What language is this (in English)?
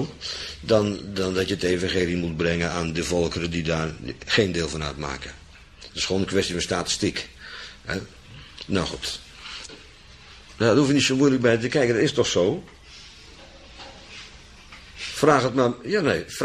Dutch